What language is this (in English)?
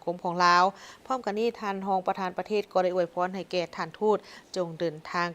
Lao